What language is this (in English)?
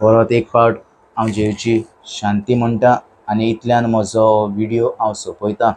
Konkani